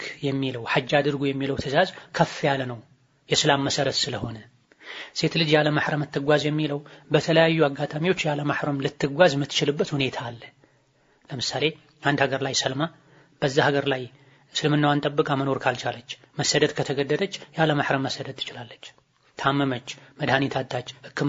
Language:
Amharic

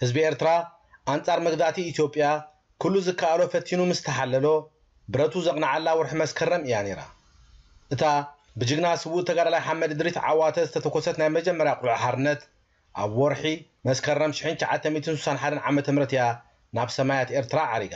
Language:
Tigrinya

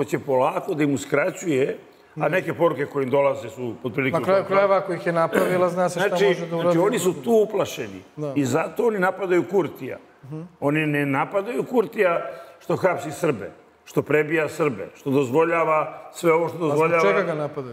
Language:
Serbian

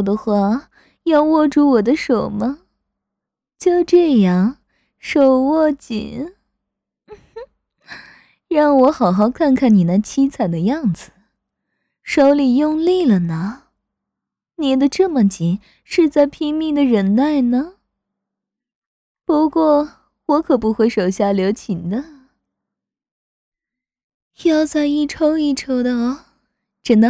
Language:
Chinese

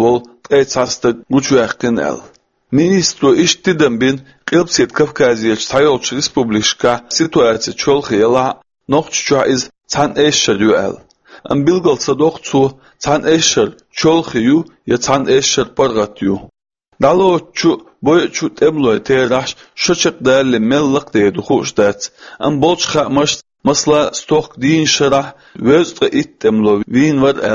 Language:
Chechen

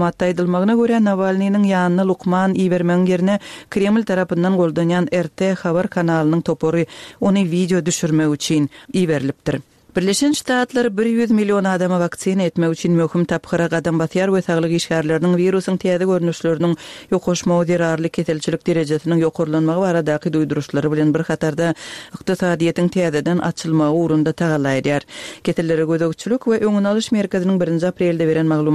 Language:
Turkmen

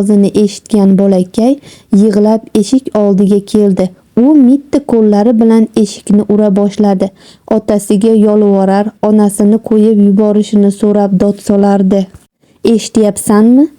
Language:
Uzbek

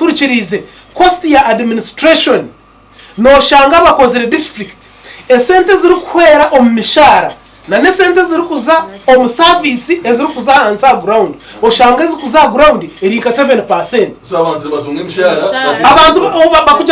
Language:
Nyankole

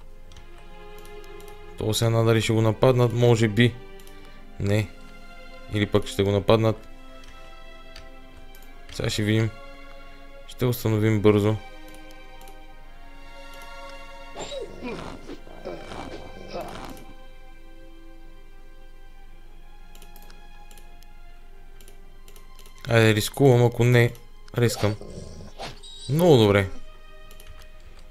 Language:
Bulgarian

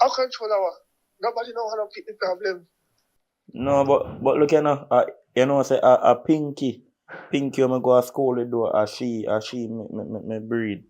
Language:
Jamaican Creole English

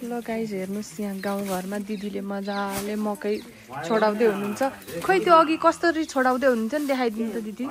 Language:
Nepali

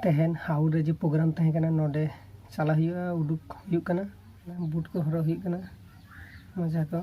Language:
Santali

